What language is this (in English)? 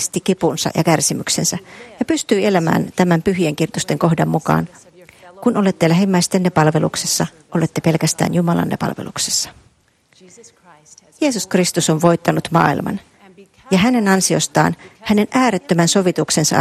Finnish